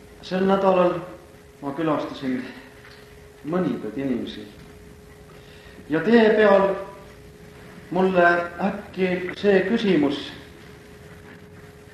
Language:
Estonian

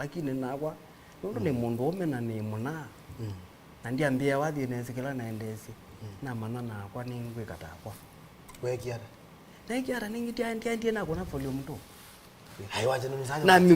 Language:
Kamba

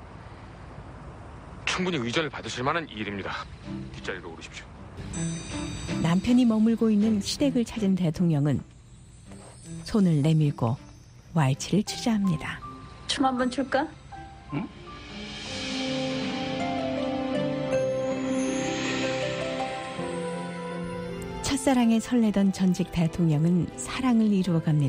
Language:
Korean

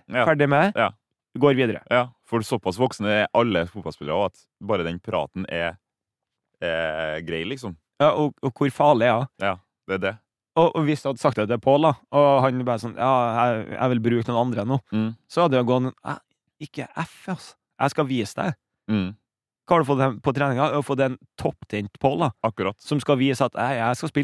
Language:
Norwegian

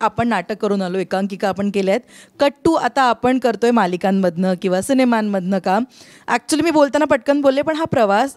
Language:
Marathi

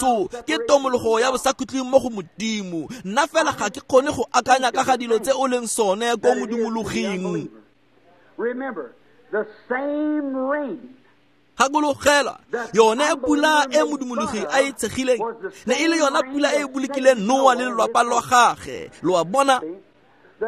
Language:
Tswana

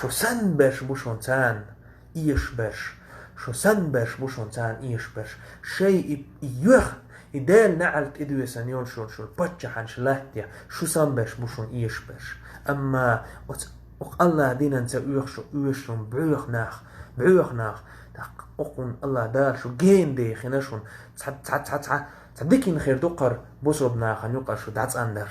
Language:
Chechen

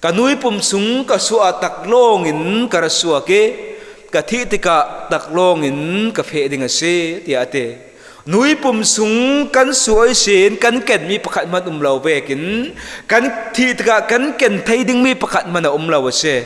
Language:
Falam Chin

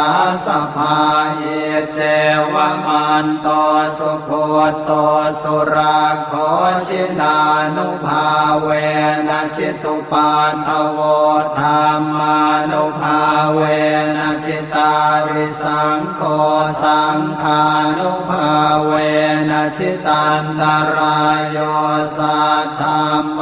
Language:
Pali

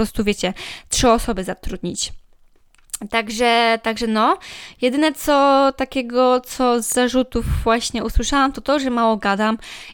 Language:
Polish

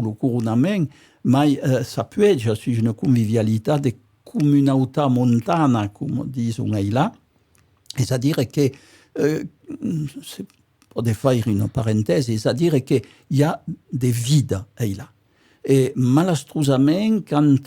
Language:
Occitan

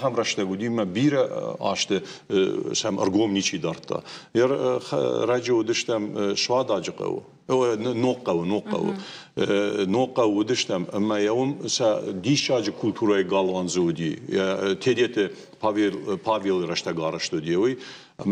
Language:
Ossetic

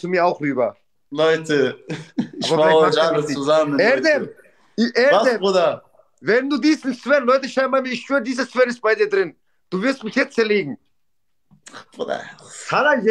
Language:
German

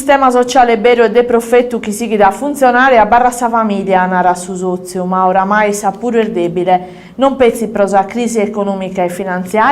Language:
Sardinian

